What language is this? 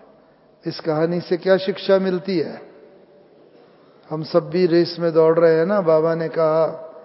Hindi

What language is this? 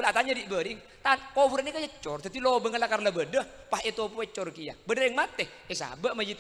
Madurese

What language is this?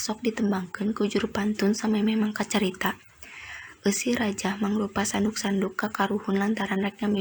Sundanese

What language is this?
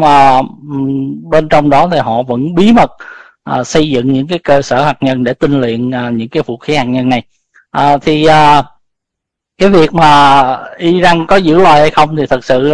Vietnamese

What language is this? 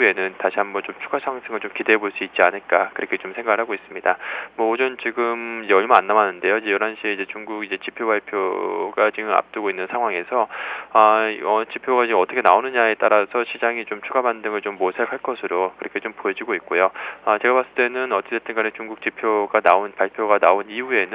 Korean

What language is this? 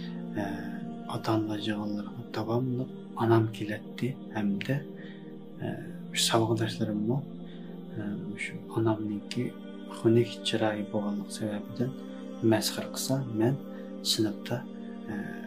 Uyghur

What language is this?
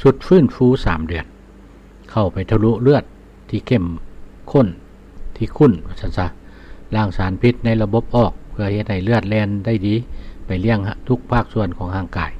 Lao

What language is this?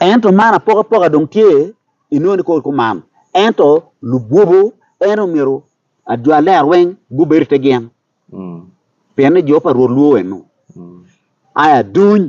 Acoli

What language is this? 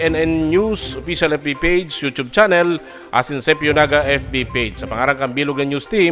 Bikol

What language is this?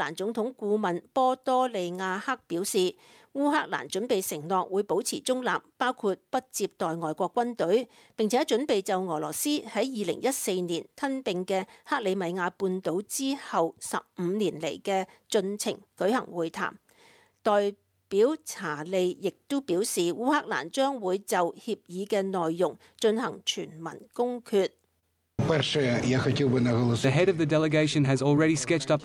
Cantonese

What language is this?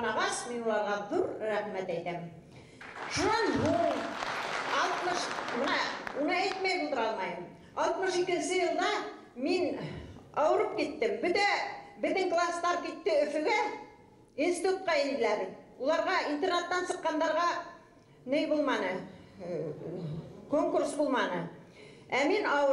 Bashkir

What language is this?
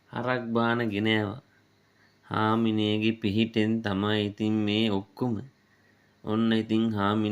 Sinhala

